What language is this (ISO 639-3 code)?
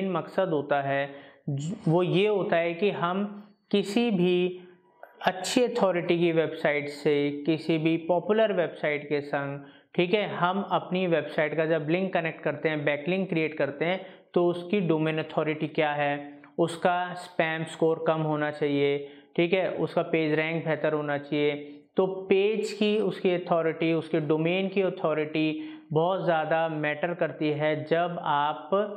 hin